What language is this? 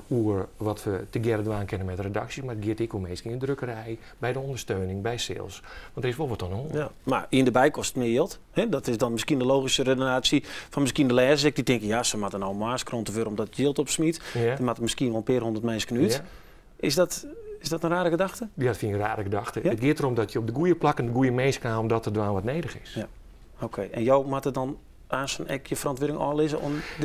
Western Frisian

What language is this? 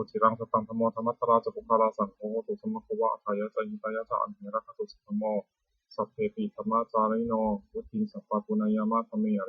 Pali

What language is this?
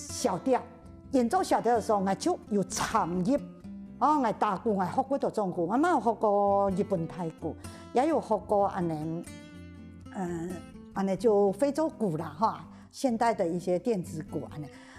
Hakka Chinese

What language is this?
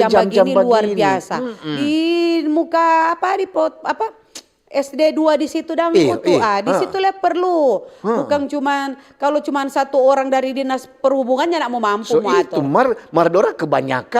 Manado Malay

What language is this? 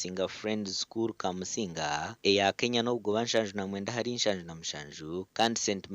Nyankole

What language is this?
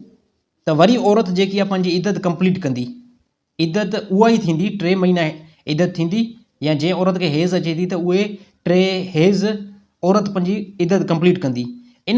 Sindhi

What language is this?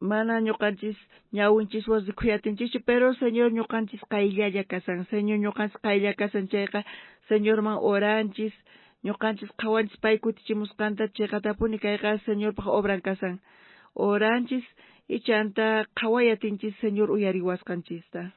South Bolivian Quechua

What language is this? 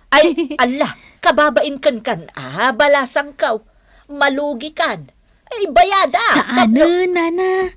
Iloko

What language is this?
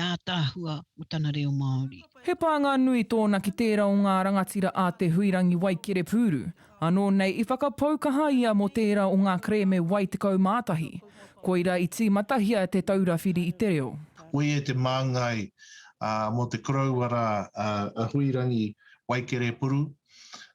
Māori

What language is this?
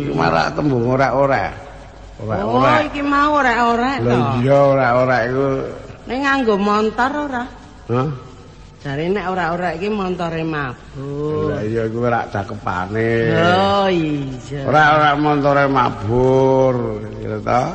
Javanese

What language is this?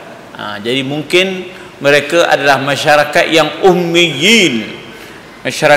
Malay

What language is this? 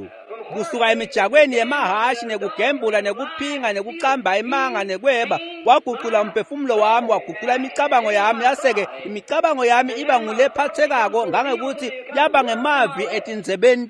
Swati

